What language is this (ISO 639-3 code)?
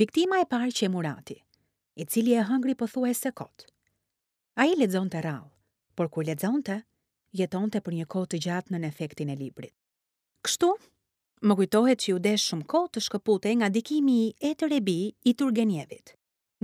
sqi